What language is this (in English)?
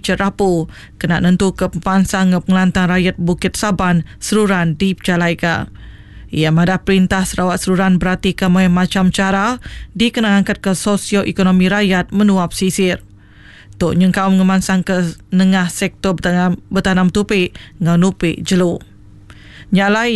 Iban